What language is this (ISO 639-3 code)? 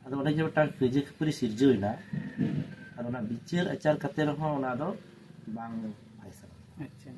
sat